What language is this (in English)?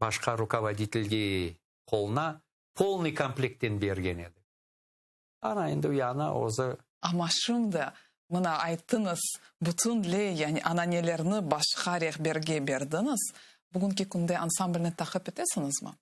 Crimean Tatar